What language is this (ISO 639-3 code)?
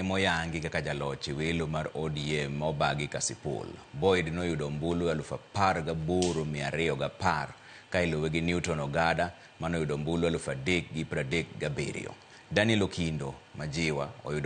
luo